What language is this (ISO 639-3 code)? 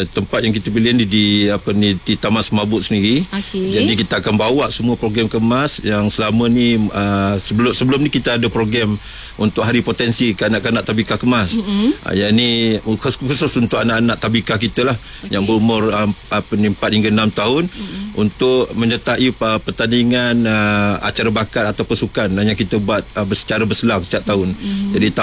msa